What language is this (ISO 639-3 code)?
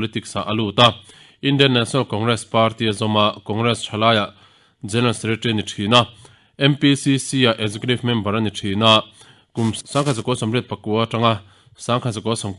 lus